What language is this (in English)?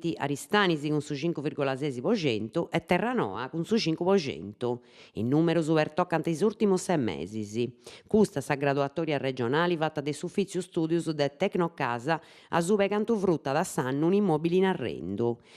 Sardinian